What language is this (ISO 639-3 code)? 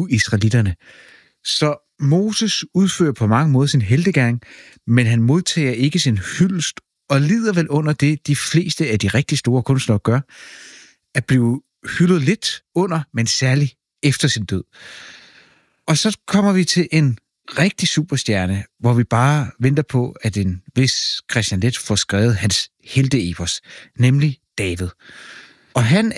dan